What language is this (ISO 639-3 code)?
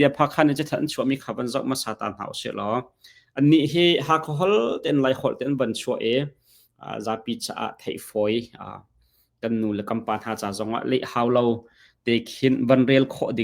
cnh